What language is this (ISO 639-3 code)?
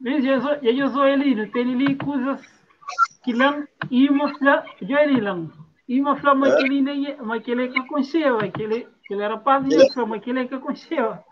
kea